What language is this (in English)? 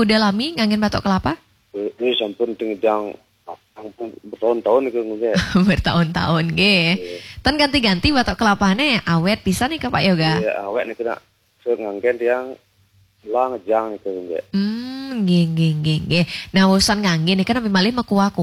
Balinese